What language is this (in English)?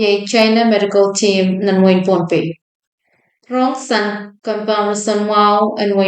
Pohnpeian